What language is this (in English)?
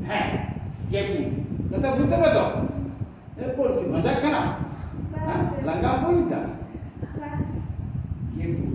Santali